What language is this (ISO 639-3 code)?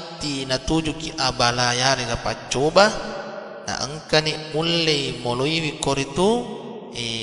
bug